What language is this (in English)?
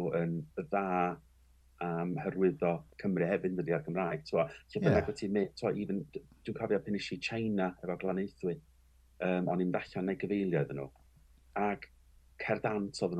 Welsh